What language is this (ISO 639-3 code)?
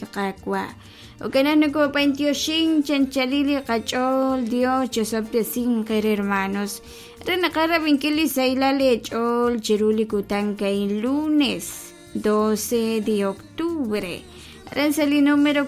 kek